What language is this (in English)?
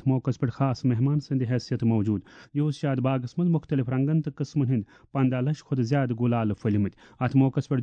Kashmiri